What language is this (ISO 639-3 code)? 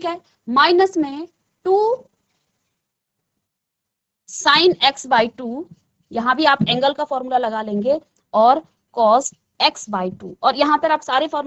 hin